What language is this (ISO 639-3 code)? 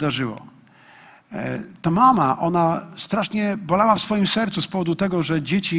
pol